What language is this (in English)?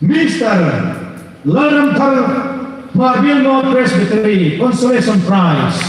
Hmar